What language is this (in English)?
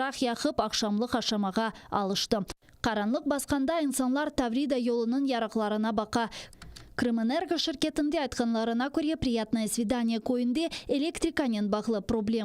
Crimean Tatar